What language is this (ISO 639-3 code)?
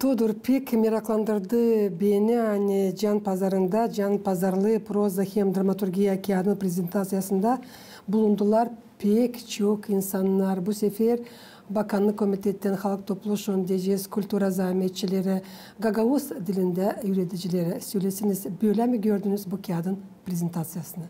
gag